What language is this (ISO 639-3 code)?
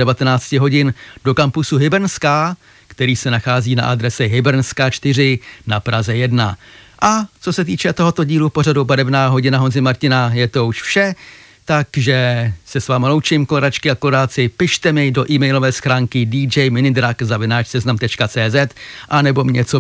ces